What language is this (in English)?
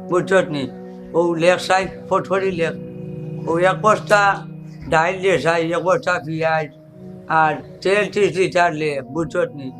Sylheti